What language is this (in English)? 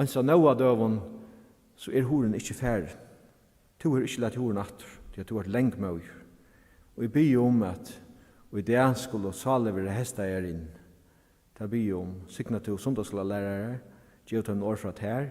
Faroese